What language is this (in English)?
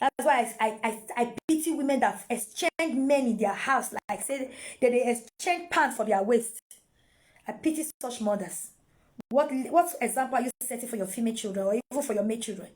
Nigerian Pidgin